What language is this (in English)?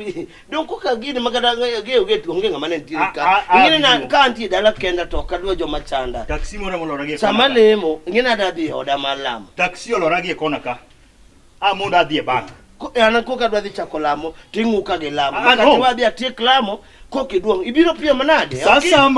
Luo (Kenya and Tanzania)